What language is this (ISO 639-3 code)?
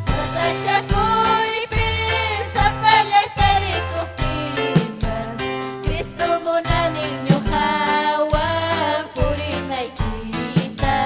quy